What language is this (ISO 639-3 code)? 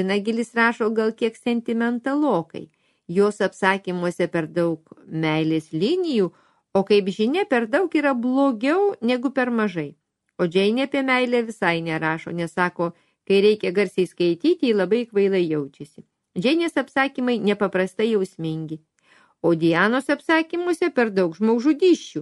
lit